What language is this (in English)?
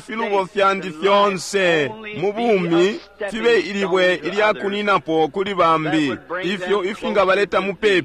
Bemba